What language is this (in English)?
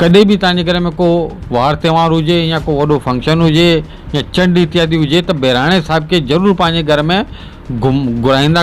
Sindhi